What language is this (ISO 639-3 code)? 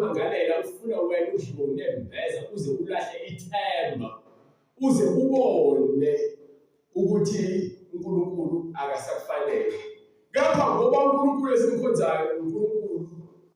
zul